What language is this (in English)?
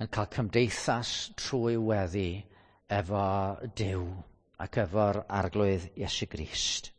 Welsh